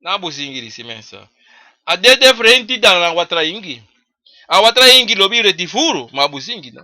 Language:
Sranan Tongo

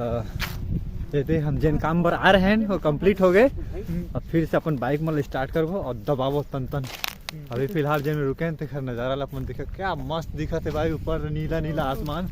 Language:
Chhattisgarhi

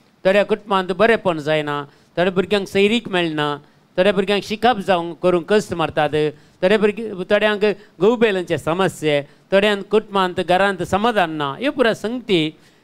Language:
Konkani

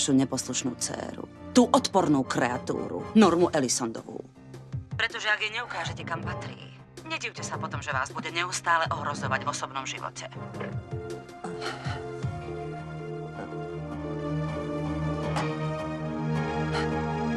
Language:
Slovak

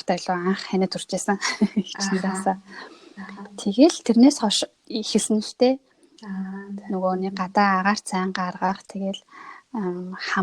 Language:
Mongolian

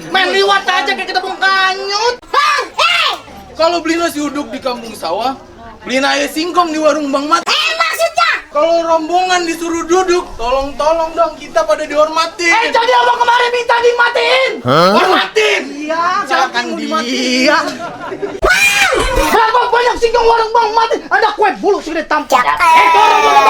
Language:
Betawi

